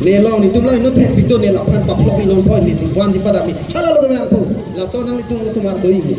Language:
Karbi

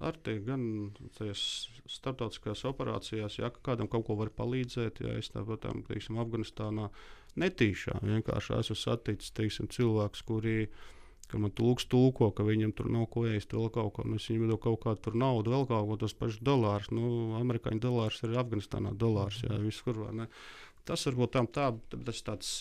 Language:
Latvian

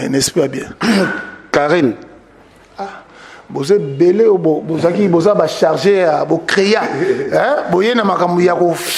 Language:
Lingala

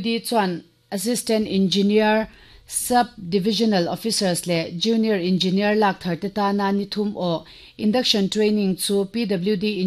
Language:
Mizo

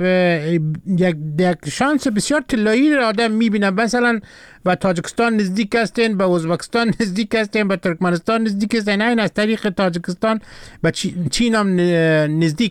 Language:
Persian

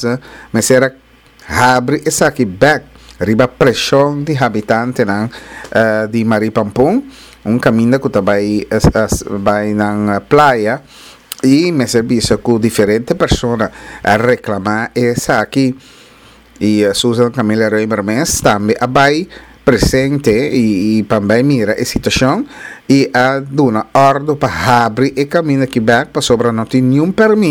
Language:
Papiamento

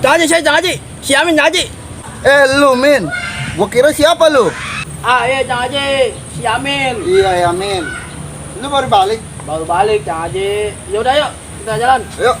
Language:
Betawi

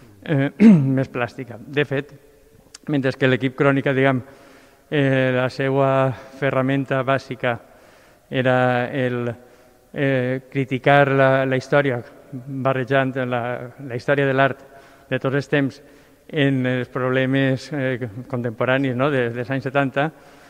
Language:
Catalan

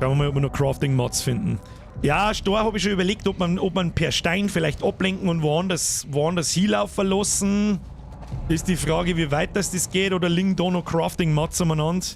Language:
Bavarian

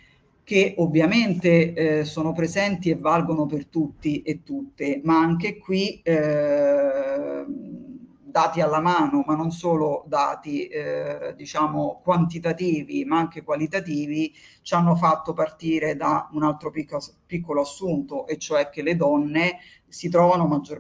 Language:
Italian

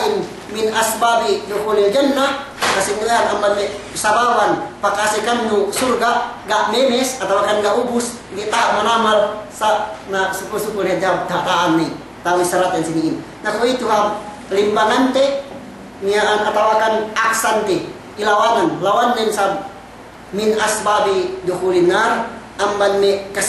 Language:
Yakan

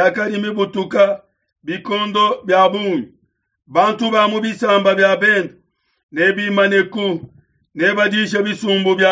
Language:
Luba-Lulua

